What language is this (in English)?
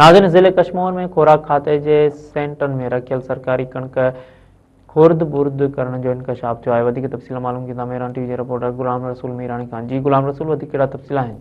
Sindhi